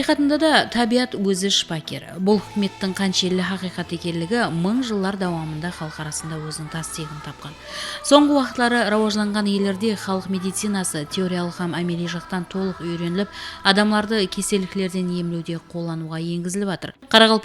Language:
Kara-Kalpak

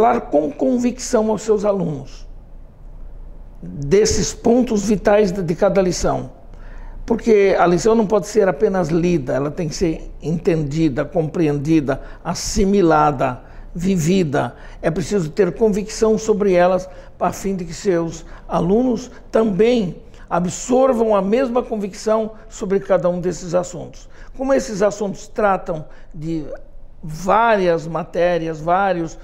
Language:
Portuguese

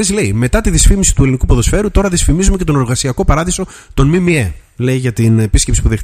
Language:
Greek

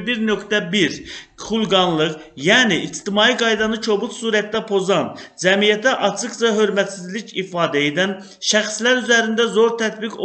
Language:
Azerbaijani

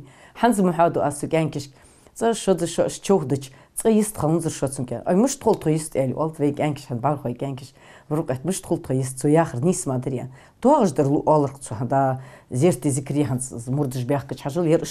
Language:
Ingush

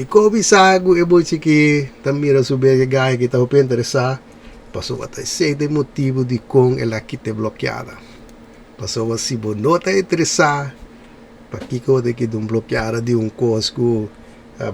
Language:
Papiamento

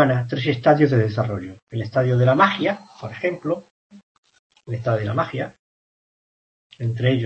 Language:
Spanish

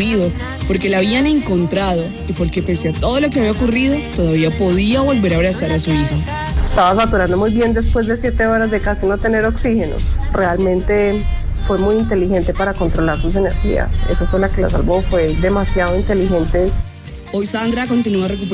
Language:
Spanish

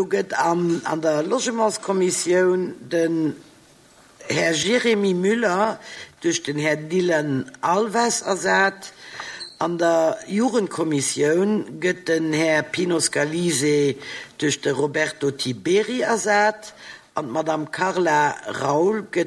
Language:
Luxembourgish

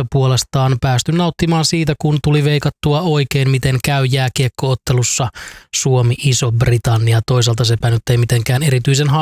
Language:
Finnish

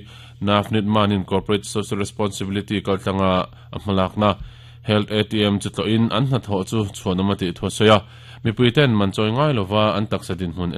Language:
Mizo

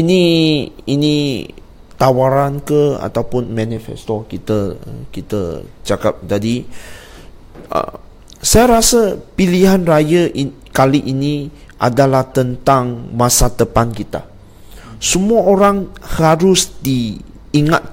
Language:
Malay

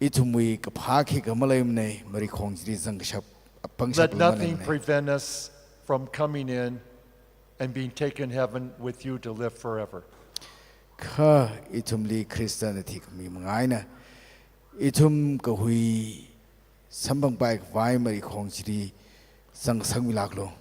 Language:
Tangkhul Naga (India)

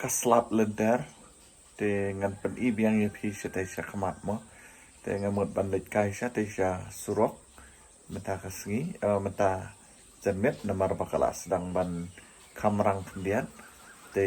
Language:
Khasi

